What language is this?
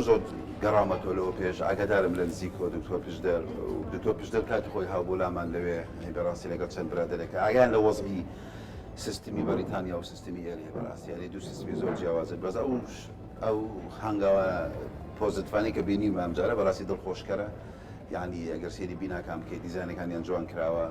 Central Kurdish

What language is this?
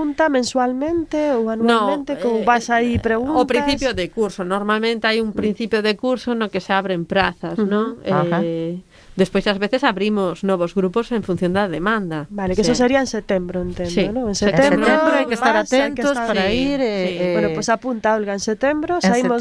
Galician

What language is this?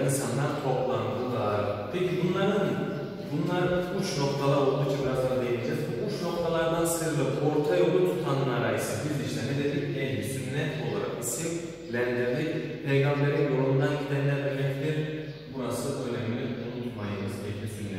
Turkish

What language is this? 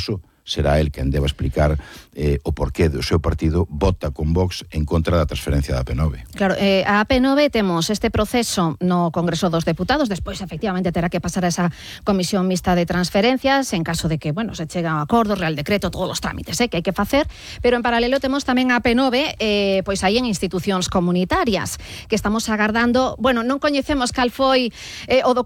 Galician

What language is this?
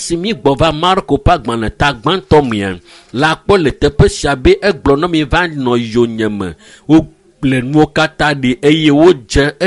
Ewe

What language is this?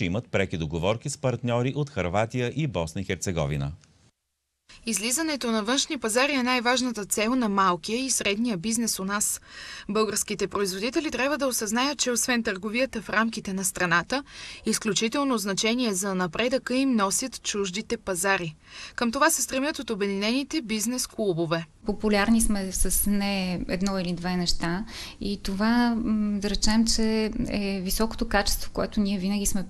Bulgarian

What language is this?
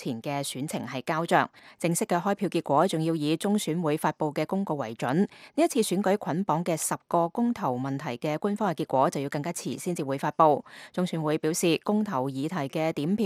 Cantonese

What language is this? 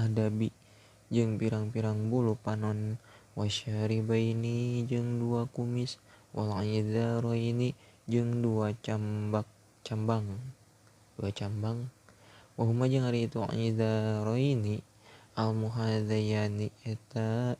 Sundanese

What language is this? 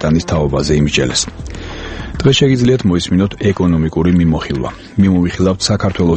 Georgian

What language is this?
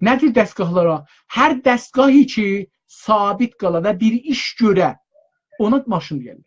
South Azerbaijani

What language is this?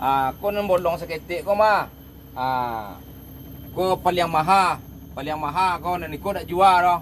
Minangkabau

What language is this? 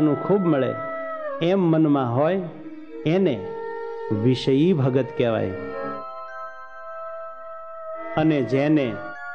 Gujarati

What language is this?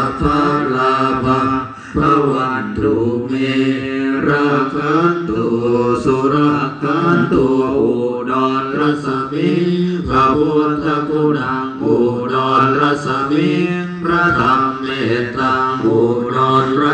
Pali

